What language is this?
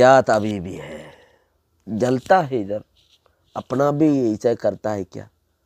Rohingya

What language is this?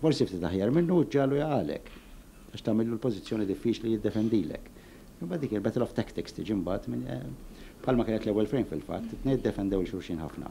Maltese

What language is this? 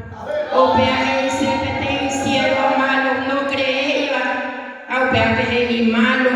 Guarani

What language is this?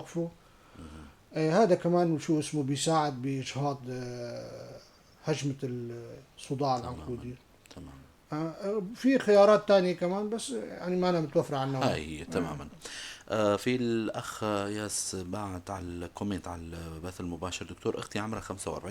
North Levantine Arabic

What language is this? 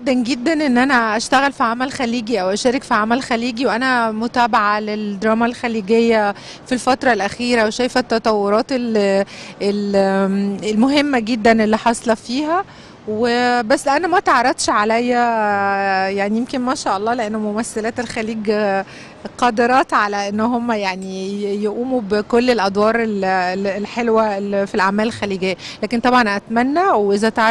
Egyptian Arabic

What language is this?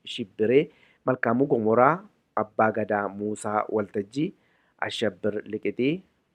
Oromo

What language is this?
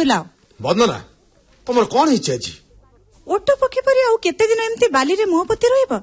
Odia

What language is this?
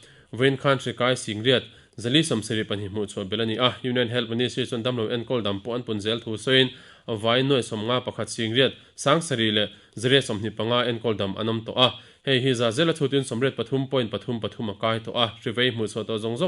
Mizo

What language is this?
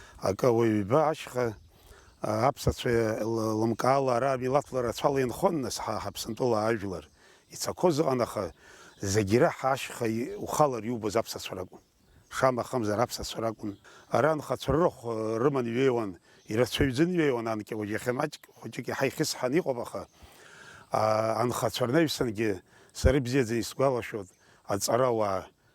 Abkhazian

